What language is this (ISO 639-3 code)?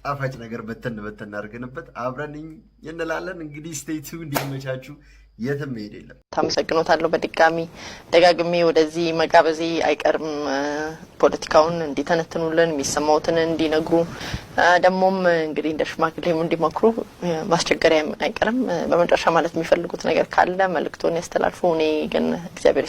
amh